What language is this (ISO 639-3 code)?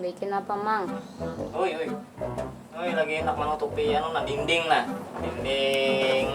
bjn